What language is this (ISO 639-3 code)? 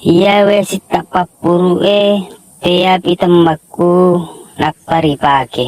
bug